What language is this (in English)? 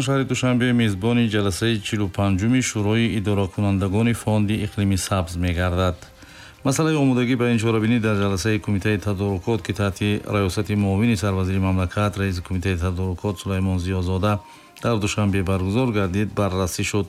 Tajik